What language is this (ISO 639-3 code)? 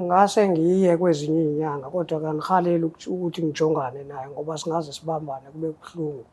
zul